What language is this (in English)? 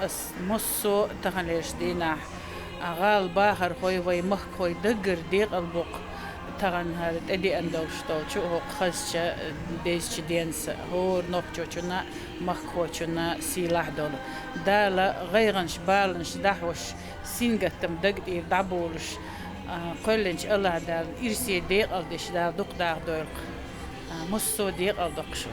Chechen